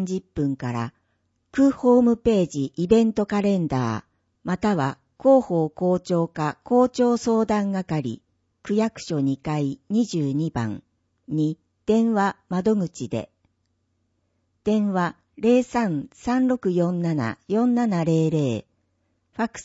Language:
Japanese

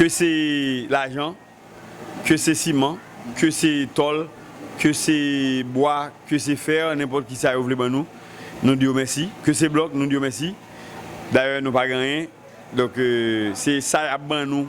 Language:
Haitian Creole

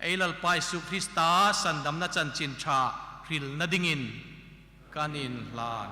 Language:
Hmar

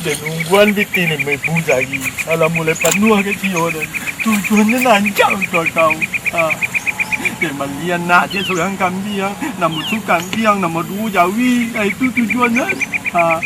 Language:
Minangkabau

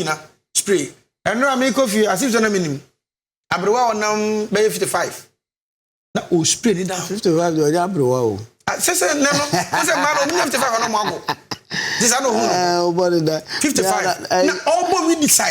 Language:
Akan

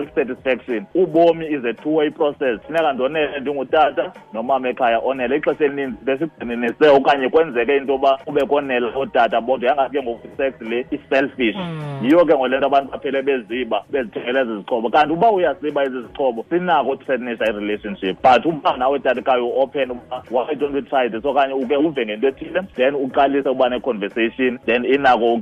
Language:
Xhosa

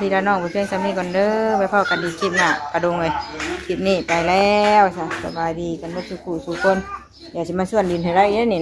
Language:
Northeastern Thai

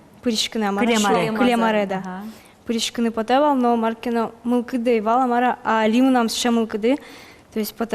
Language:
Udmurt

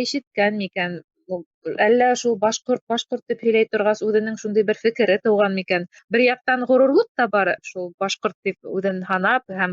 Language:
Bashkir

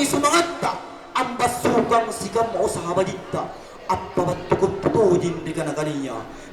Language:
Makasar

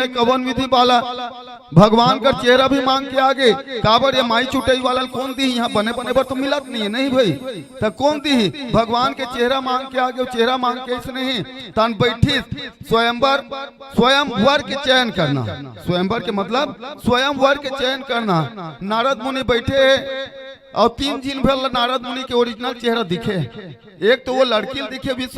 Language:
Chhattisgarhi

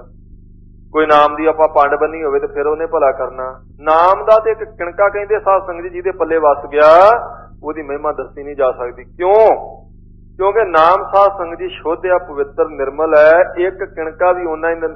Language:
Punjabi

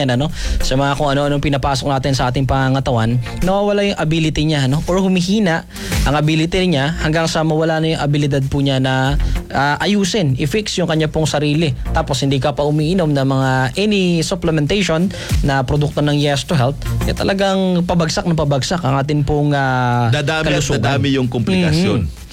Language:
Filipino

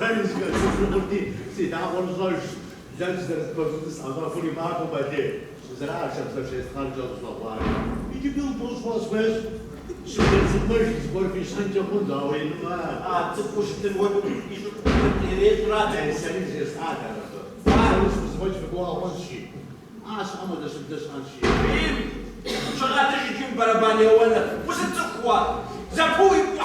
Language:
Kabardian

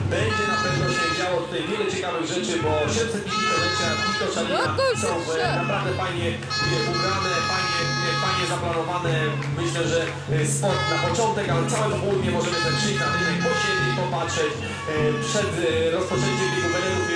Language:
Polish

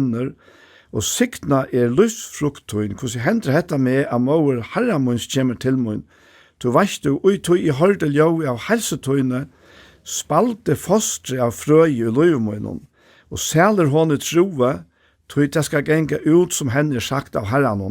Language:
Faroese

